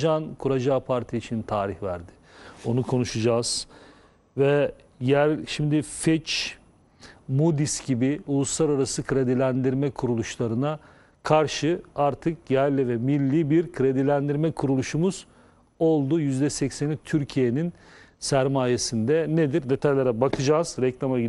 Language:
Turkish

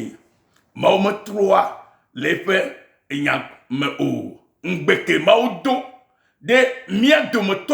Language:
Ewe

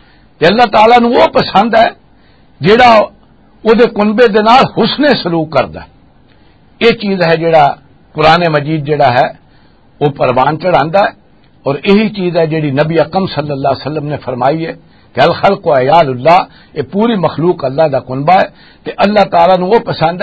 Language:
Western Panjabi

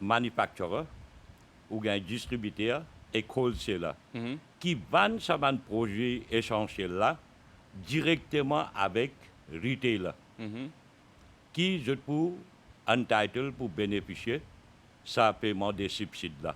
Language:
Morisyen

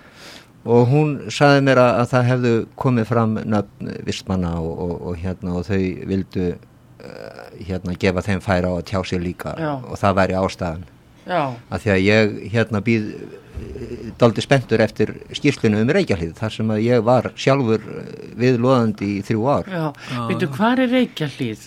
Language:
Icelandic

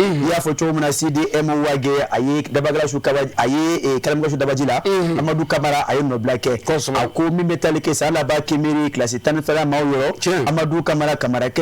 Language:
Bambara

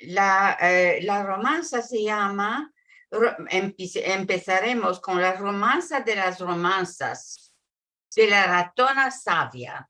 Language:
Ladino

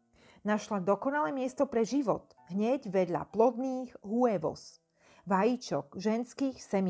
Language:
Slovak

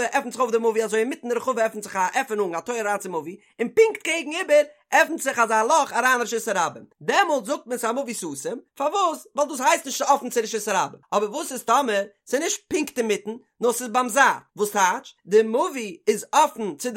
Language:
Yiddish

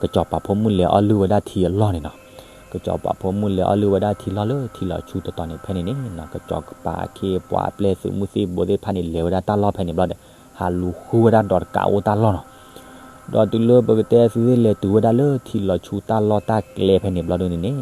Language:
S'gaw Karen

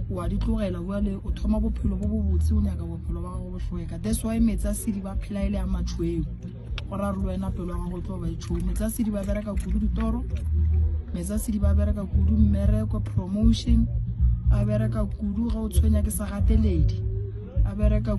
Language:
Northern Sotho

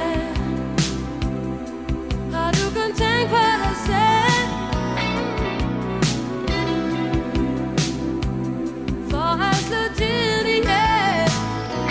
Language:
Danish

